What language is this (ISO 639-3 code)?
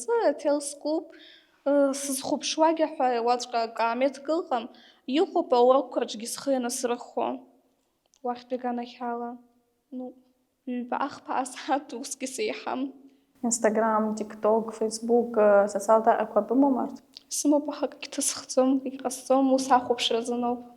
abk